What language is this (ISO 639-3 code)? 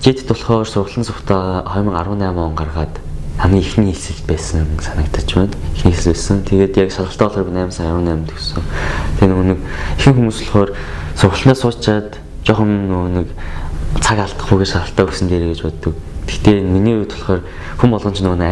mon